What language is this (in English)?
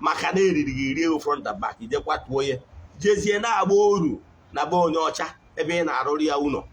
Igbo